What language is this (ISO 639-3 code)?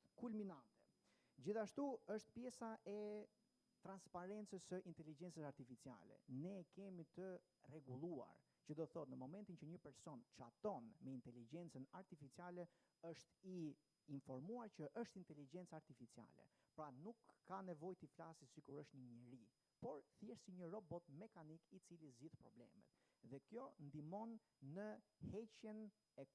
sqi